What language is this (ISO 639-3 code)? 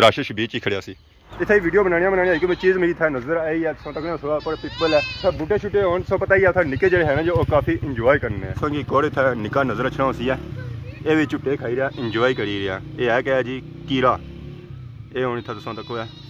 phr